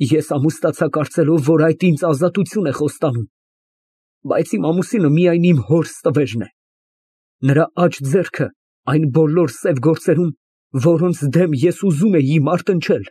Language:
Armenian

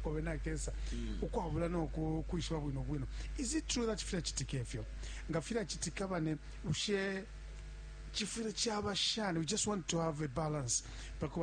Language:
Bemba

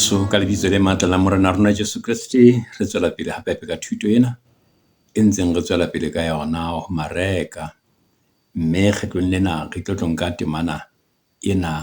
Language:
Southern Sotho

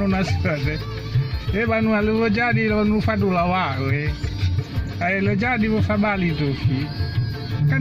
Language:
Nias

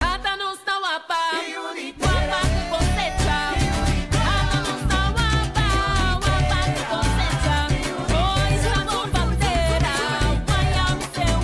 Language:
Papiamento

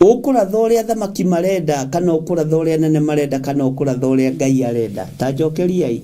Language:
Kikuyu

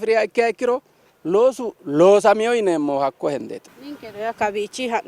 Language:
Sidamo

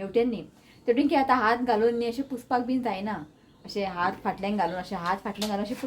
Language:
Konkani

